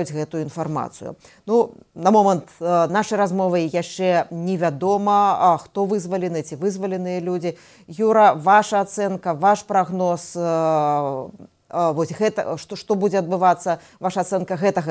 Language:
Belarusian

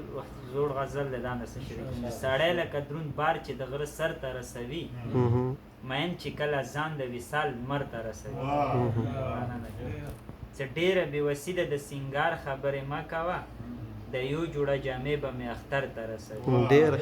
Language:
Pashto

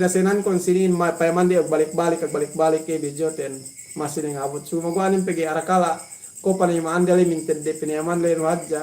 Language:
Yakan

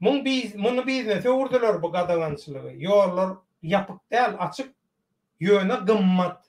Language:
Turkmen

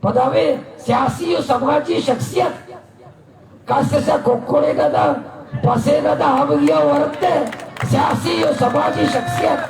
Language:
Baluchi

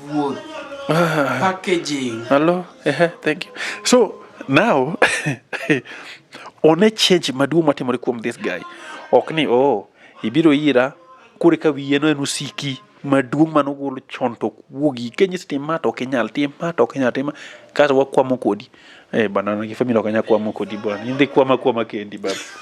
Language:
Luo (Kenya and Tanzania)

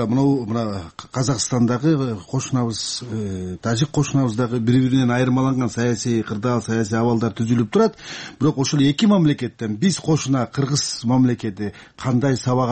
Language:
Kyrgyz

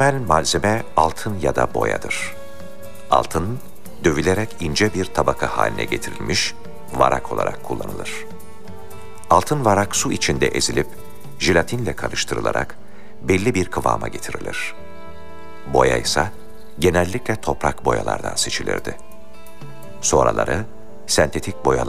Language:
Turkish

